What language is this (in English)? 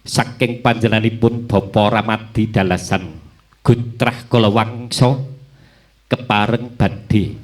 Javanese